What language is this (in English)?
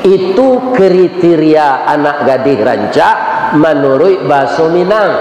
Minangkabau